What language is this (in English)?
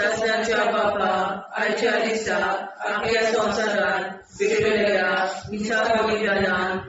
Konkani